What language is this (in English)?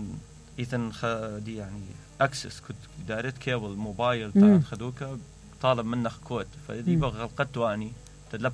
Mesopotamian Arabic